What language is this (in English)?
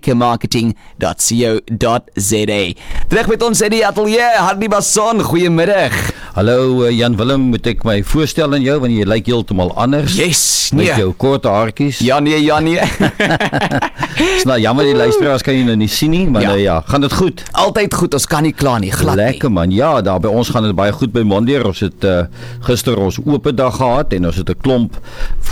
Afrikaans